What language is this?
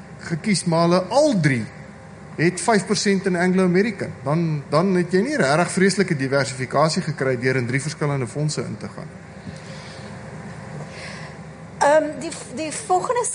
Afrikaans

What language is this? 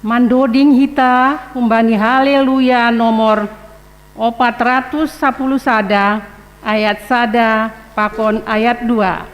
Batak Simalungun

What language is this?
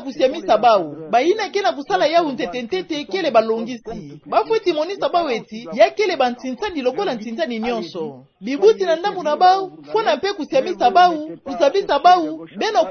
Kituba (Democratic Republic of Congo)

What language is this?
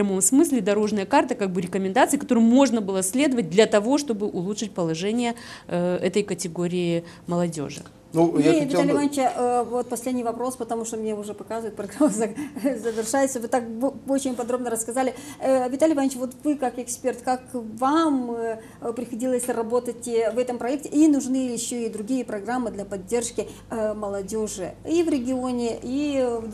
Russian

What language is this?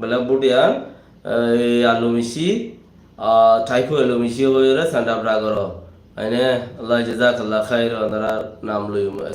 Rohingya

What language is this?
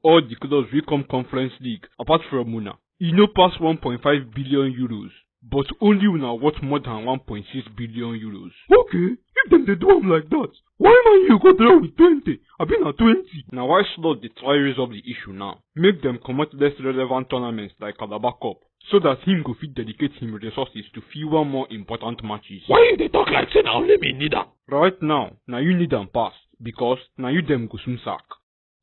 Nigerian Pidgin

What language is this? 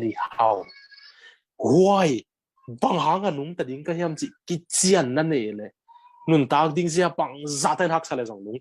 Tedim Chin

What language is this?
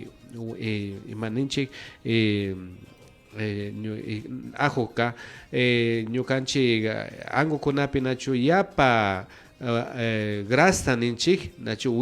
Imbabura Highland Quichua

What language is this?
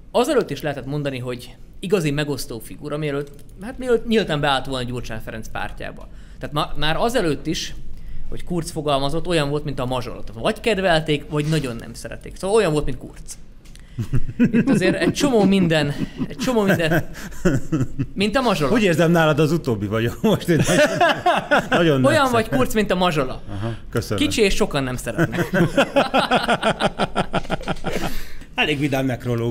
Hungarian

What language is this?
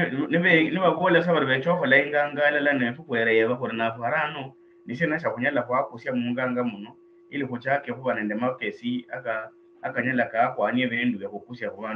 Luyia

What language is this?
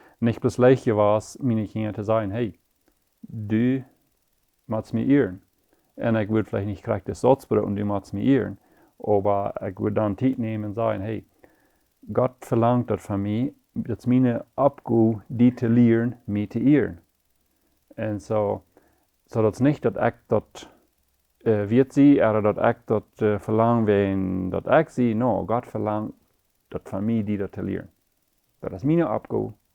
Plautdietsch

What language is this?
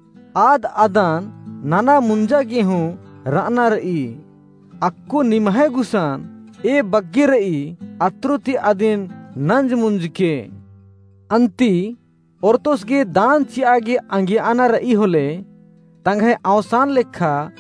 Kurukh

